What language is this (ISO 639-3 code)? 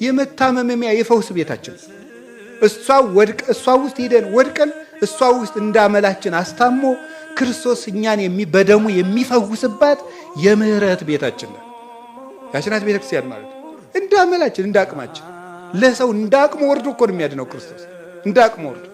amh